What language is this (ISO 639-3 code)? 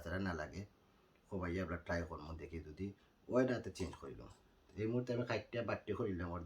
syl